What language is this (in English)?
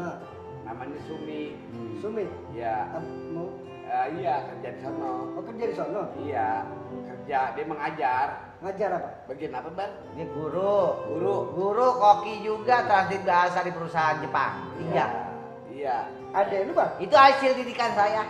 Betawi